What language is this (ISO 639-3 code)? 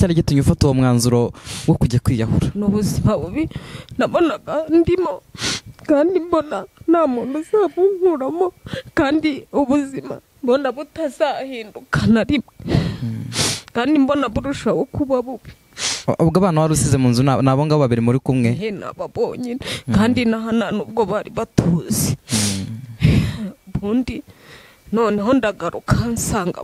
kin